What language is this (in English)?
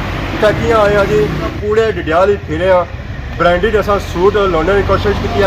Pahari-Potwari